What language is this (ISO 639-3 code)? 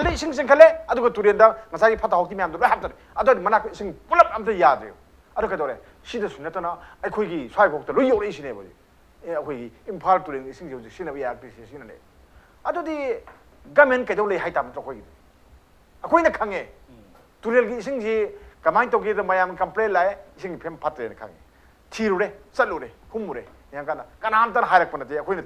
mni